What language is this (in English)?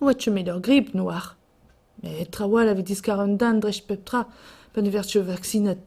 Breton